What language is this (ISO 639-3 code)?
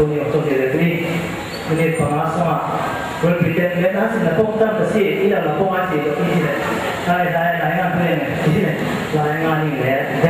cfm